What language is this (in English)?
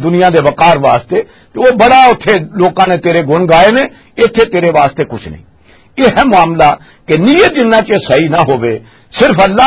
Western Panjabi